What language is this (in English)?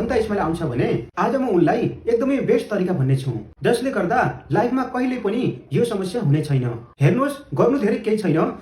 Nepali